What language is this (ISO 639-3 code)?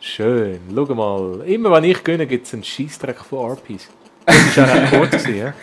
gsw